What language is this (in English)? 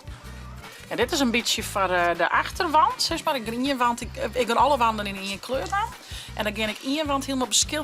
Western Frisian